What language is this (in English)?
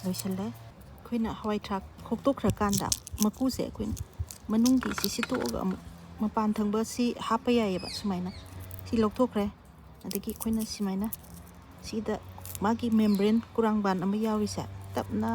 Manipuri